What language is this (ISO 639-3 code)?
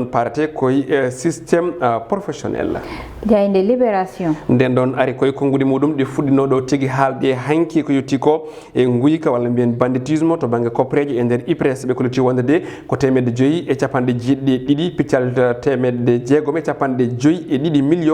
ful